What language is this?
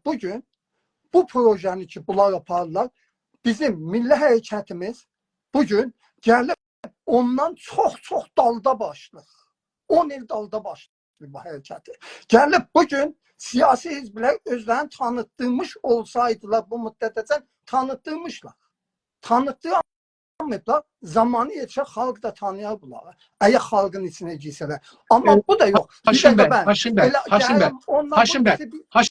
South Azerbaijani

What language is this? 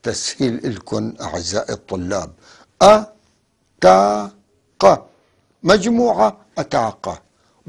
North Levantine Arabic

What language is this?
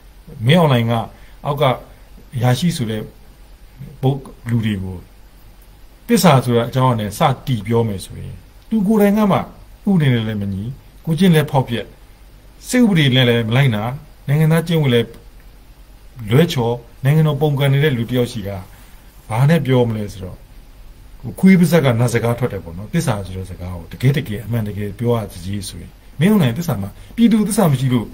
Burmese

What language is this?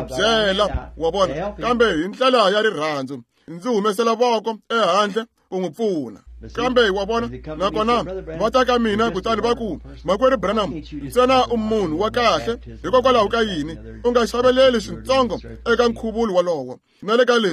Tsonga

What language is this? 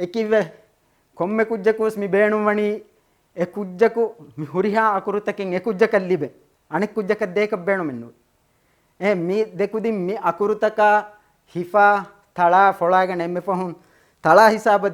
Divehi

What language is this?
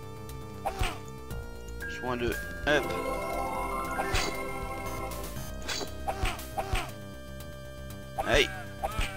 French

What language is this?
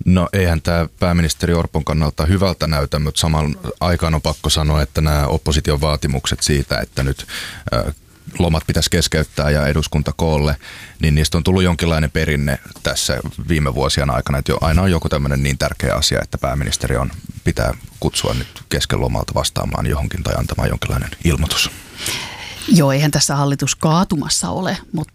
Finnish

